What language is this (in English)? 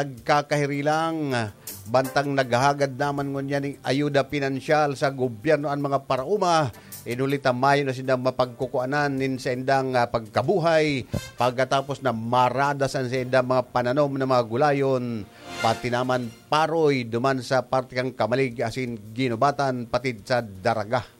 Bikol